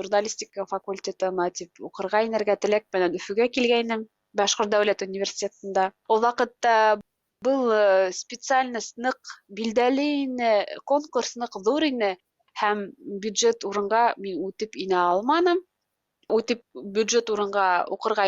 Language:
Bashkir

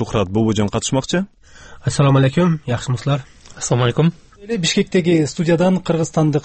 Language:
Kyrgyz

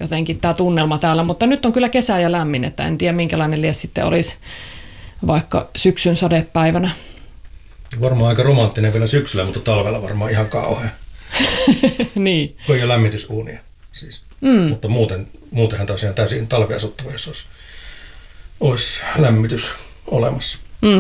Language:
Finnish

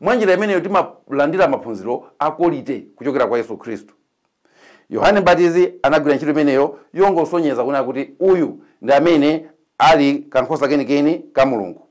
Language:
Nyanja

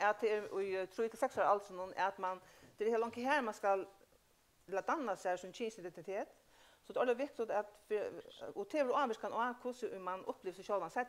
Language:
Faroese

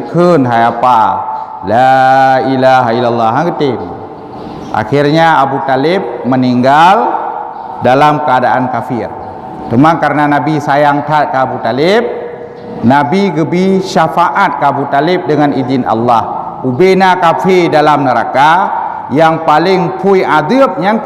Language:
Achinese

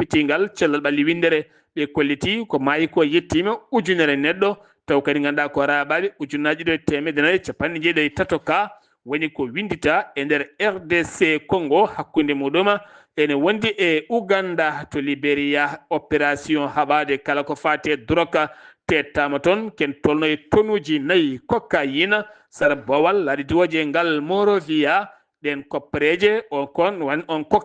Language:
Fula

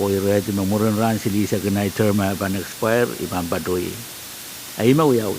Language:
Pohnpeian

